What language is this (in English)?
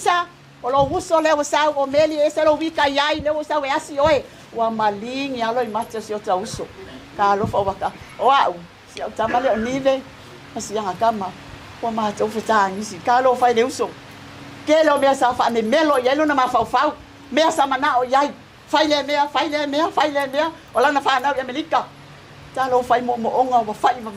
Samoan